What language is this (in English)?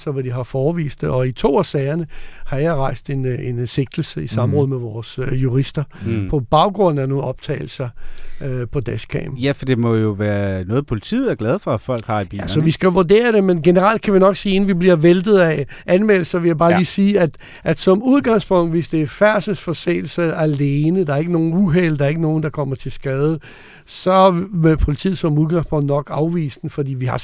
Danish